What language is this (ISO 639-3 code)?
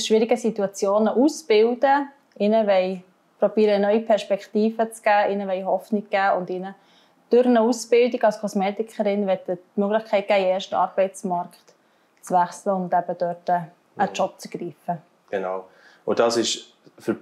gsw